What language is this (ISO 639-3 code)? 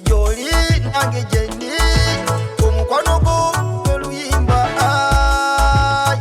xog